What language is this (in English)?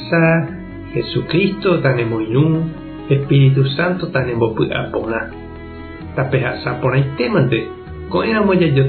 Guarani